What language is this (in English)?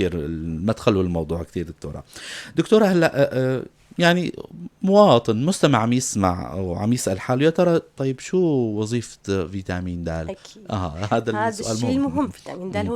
North Levantine Arabic